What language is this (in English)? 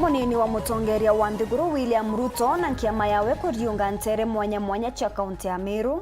Meru